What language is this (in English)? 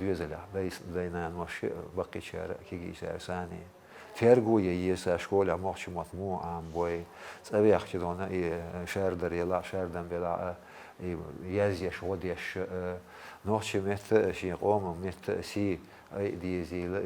Chechen